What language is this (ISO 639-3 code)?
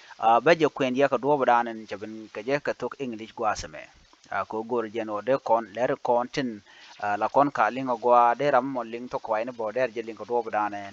nus